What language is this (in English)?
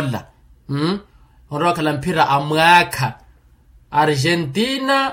Makhuwa